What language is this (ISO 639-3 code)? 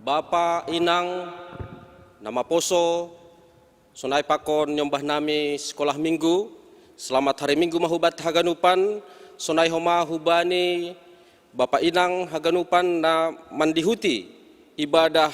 bts